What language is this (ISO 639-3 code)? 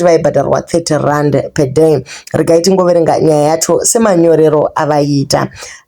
sna